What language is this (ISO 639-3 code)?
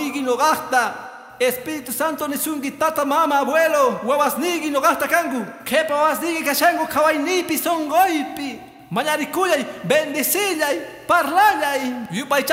que